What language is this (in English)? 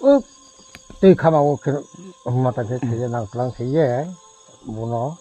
Riang (India)